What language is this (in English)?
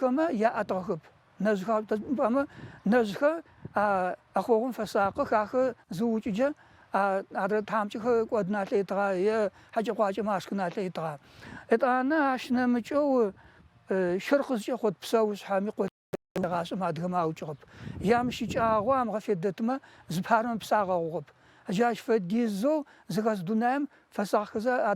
Adyghe